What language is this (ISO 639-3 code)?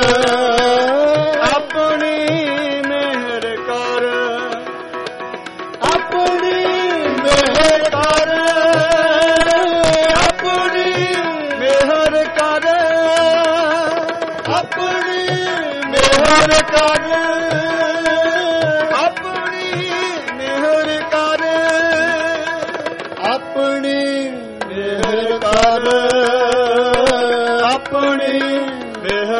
pan